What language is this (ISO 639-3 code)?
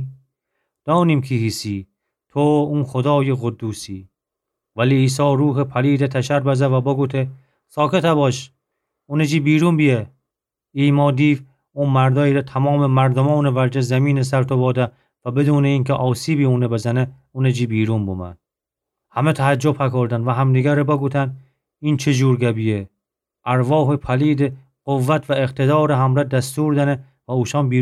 glk